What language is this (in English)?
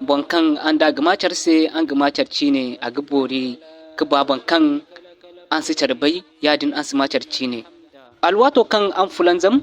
Zarma